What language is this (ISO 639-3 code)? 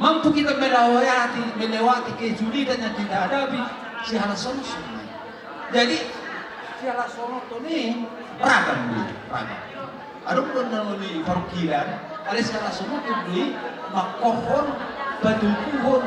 bbc